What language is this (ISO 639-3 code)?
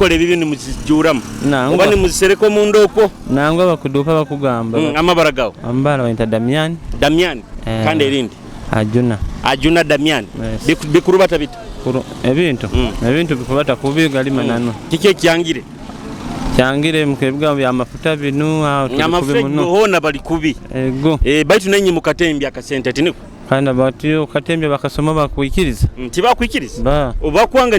nyo